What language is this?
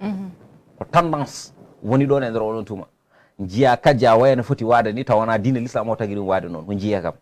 Fula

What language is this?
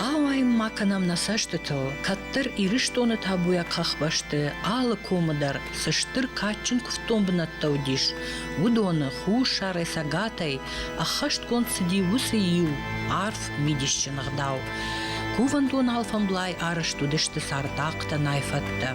Ossetic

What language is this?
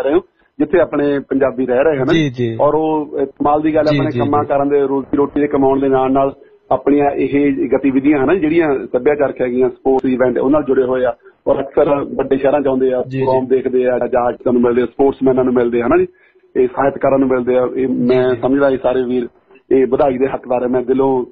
Punjabi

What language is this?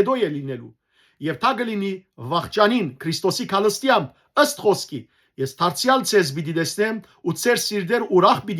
Western Armenian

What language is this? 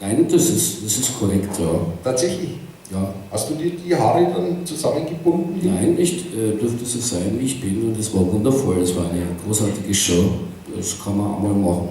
Bavarian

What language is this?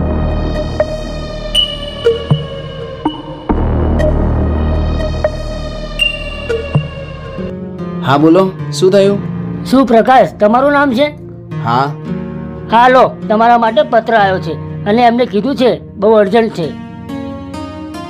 Gujarati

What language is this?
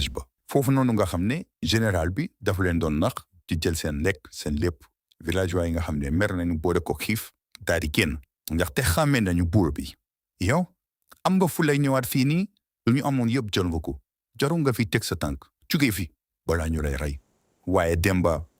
Wolof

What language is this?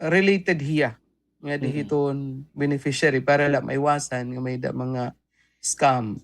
Waray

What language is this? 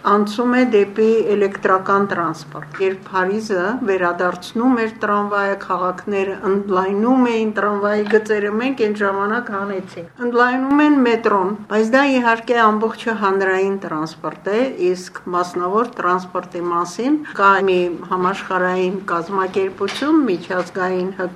Armenian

